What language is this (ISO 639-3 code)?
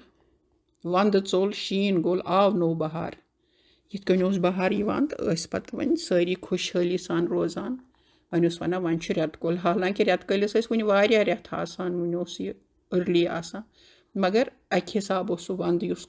kas